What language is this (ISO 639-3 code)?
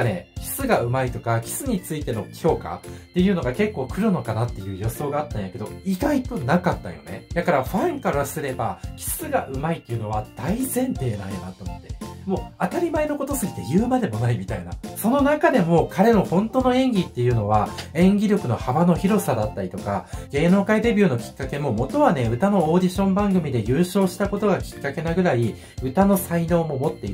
jpn